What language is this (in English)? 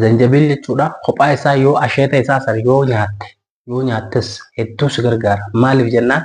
Oromo